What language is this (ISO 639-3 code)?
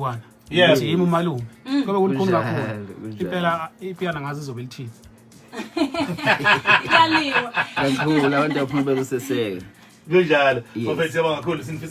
zul